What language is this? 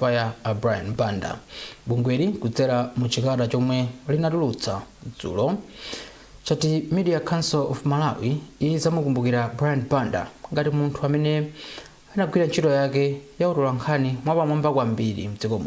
Nyanja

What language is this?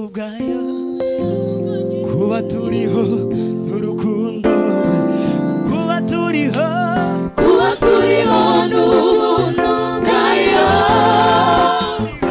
Kinyarwanda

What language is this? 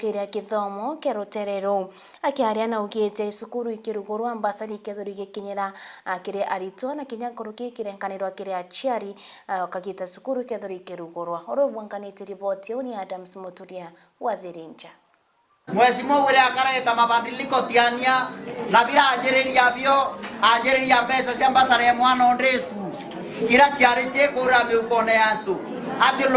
Meru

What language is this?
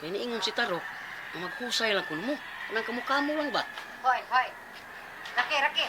Cebuano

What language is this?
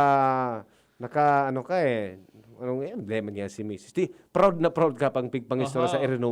Bikol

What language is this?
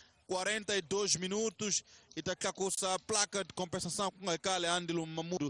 Tsonga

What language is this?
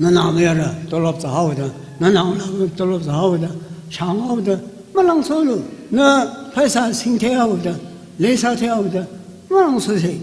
Tangkhul Naga (India)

